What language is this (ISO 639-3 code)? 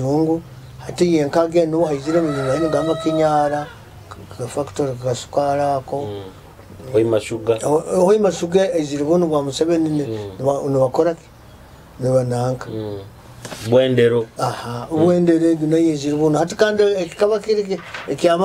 nyo